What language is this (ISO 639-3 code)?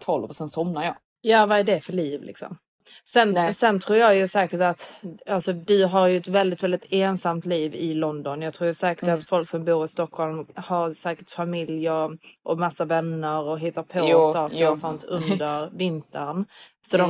swe